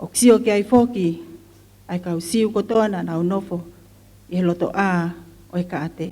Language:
Tongan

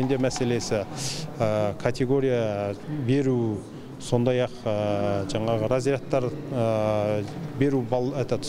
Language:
Kazakh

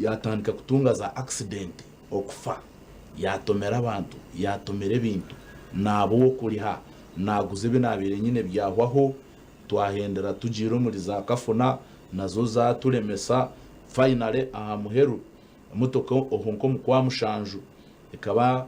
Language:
Nyankole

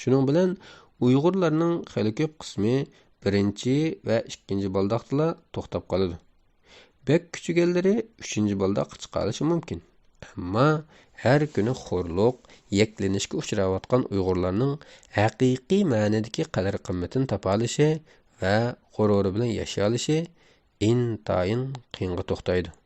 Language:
Uyghur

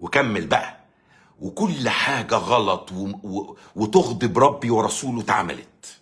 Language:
Egyptian Arabic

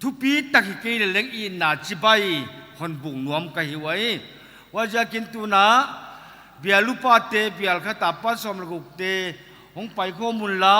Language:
Paite Chin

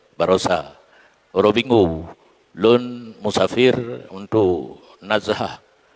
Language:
Achinese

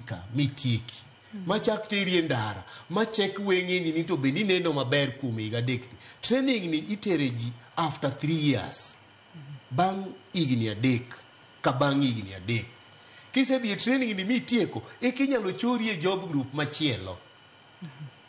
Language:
Luo (Kenya and Tanzania)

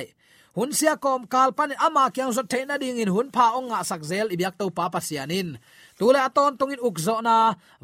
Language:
Tedim Chin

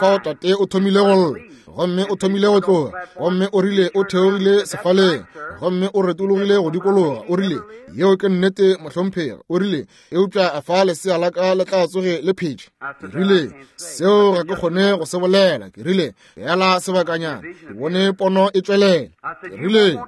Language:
Northern Sotho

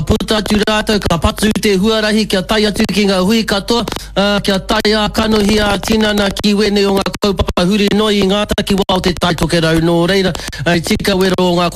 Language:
Māori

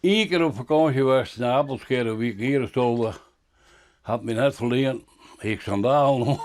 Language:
Western Frisian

